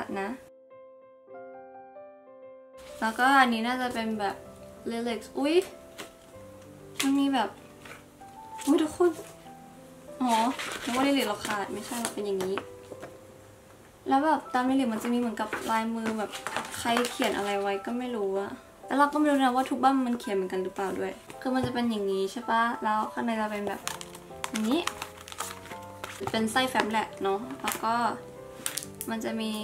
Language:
Thai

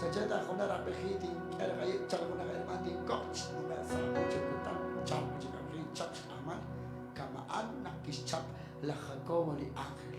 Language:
Kekchí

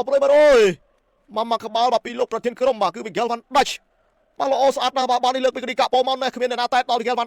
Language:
Khmer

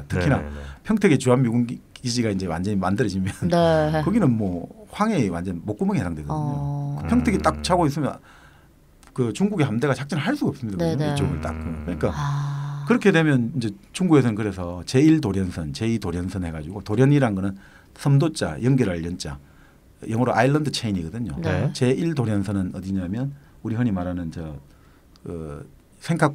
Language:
Korean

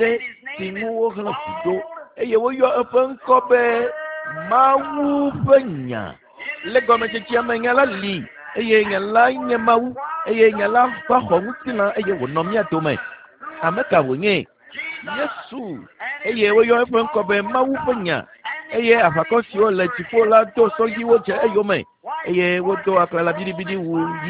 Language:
Ewe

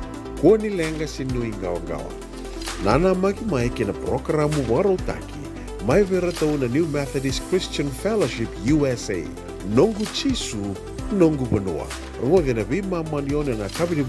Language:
Fijian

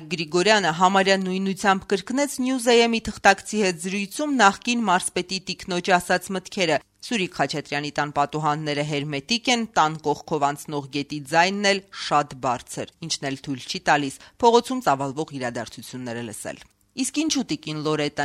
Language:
Armenian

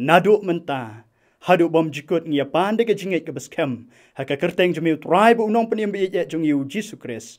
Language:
Khasi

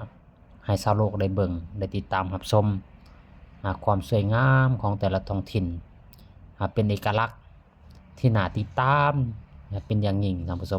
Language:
Lao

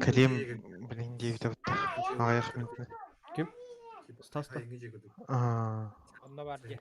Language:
Yakut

